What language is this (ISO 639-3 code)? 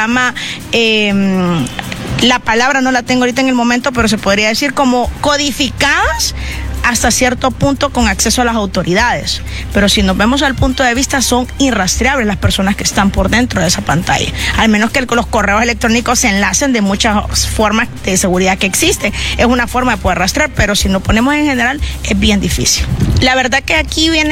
spa